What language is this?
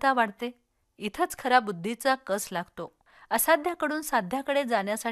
Marathi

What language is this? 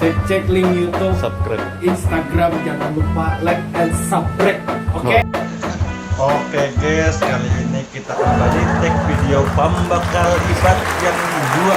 Banjar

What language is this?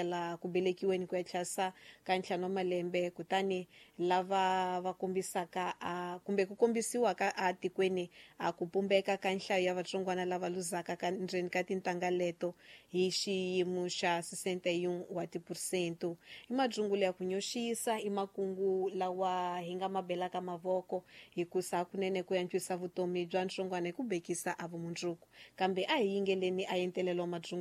Tsonga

